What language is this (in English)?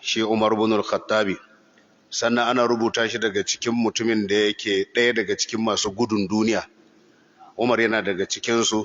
Hausa